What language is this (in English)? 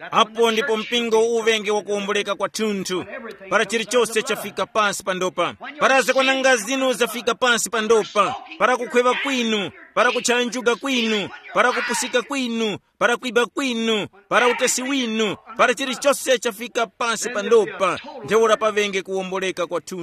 Tumbuka